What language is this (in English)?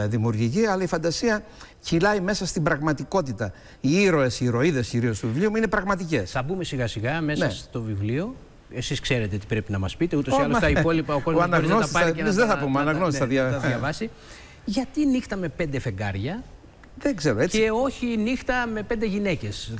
Greek